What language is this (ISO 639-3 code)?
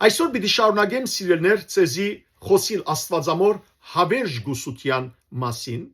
hyw